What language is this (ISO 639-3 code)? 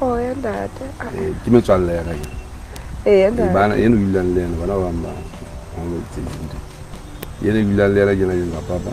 sot